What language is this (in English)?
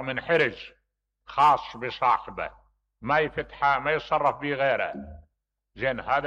Mesopotamian Arabic